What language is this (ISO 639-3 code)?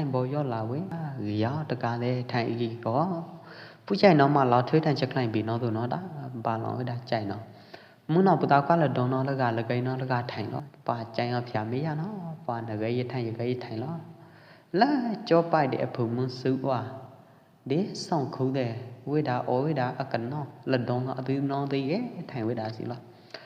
kjp